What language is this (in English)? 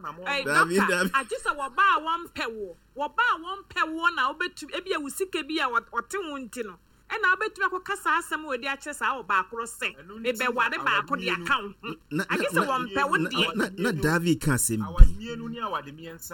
Akan